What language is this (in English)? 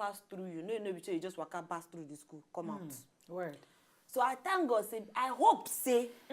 Nigerian Pidgin